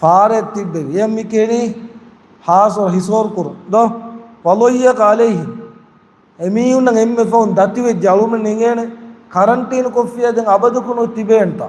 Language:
Divehi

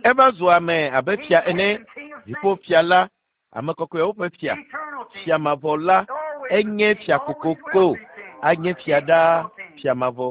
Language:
Ewe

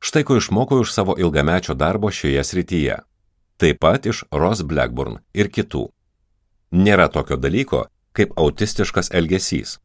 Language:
Lithuanian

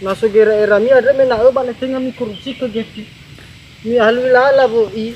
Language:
Nias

